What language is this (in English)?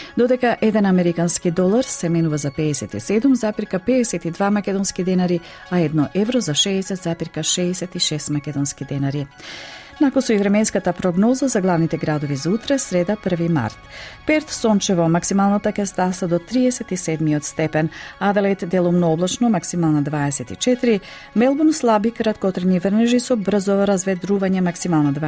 Macedonian